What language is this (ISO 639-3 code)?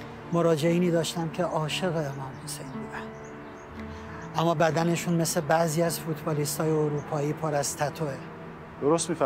fas